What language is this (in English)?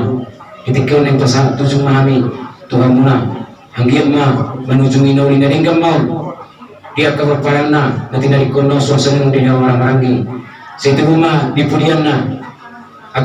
Batak Toba